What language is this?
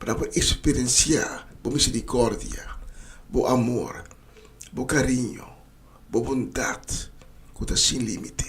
Papiamento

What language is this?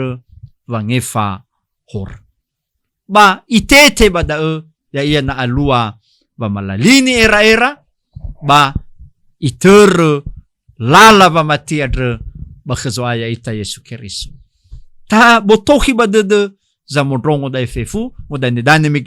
Nias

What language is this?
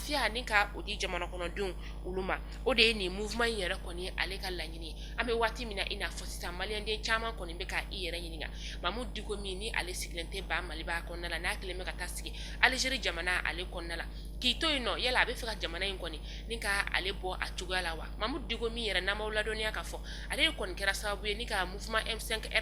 Bambara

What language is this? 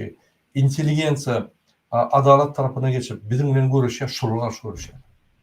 Turkmen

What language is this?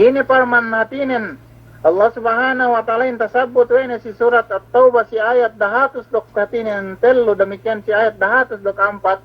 Yakan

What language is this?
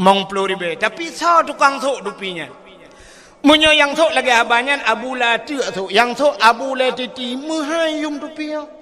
Achinese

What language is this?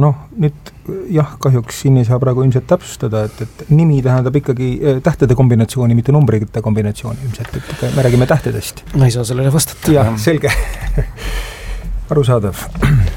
Estonian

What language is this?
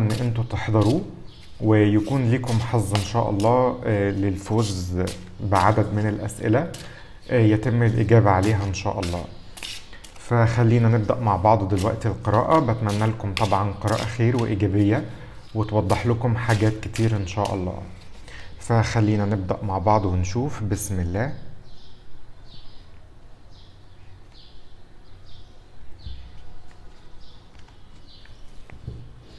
Egyptian Arabic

